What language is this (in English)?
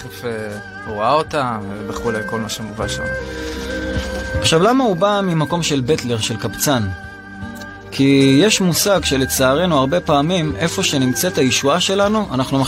Hebrew